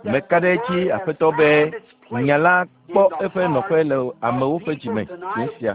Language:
Ewe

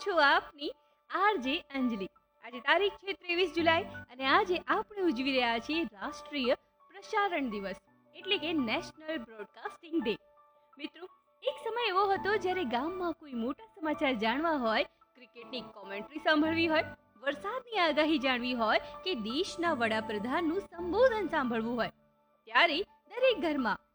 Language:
Gujarati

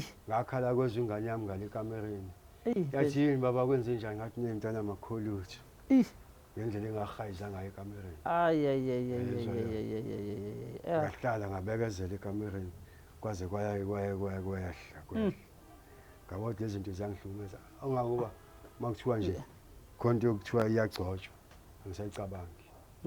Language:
Zulu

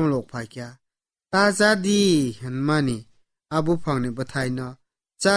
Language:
Kok Borok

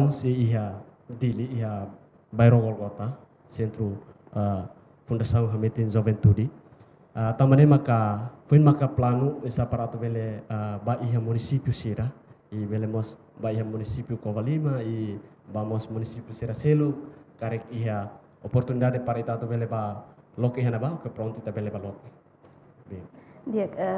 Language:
Tetum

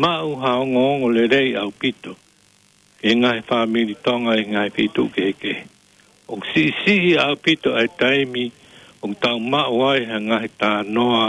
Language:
Tongan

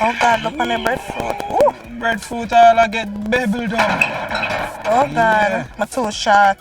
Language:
Jamaican Creole English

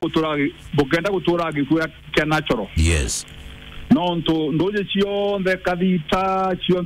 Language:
Meru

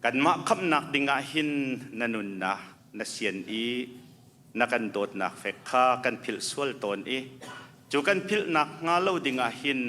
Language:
Hakha Chin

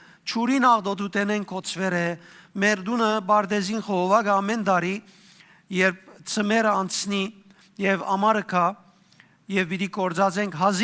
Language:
Western Armenian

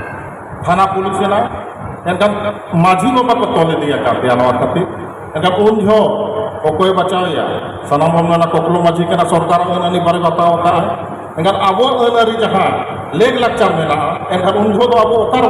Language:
Santali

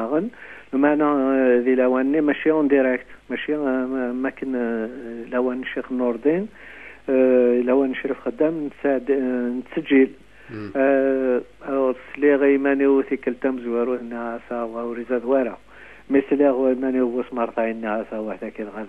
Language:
Kabyle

